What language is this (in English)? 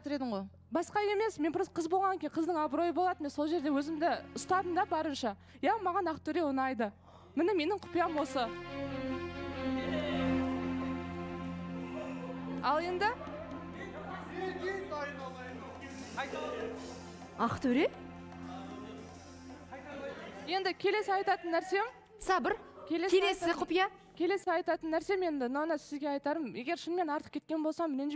Kazakh